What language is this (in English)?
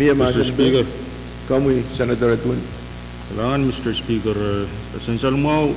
Pohnpeian